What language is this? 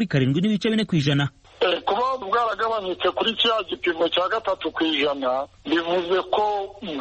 Kinyarwanda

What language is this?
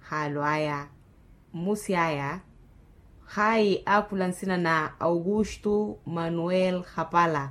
Makhuwa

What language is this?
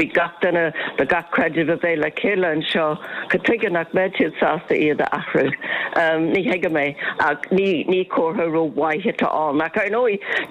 Irish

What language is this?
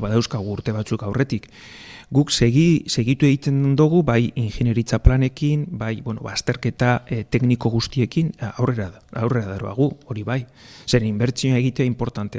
Basque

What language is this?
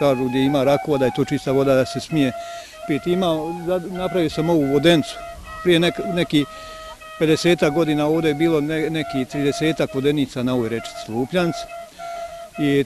Bosnian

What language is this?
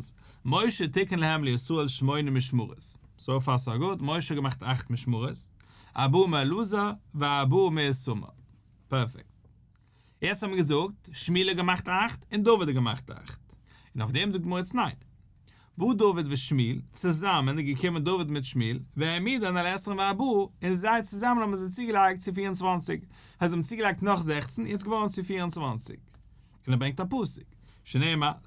Yiddish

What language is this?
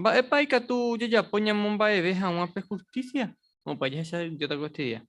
Guarani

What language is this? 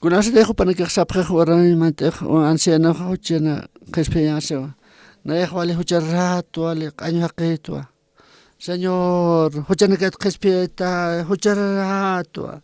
Aymara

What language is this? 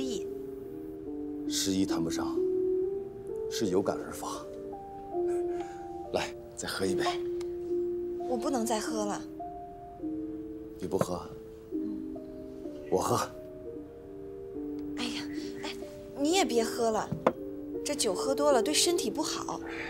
Chinese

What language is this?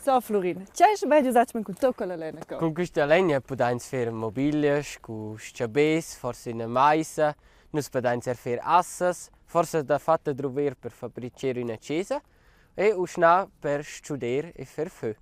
Romansh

